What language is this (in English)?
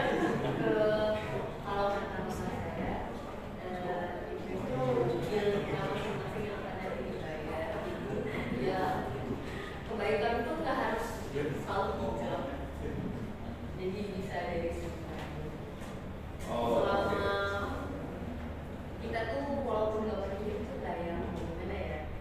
Indonesian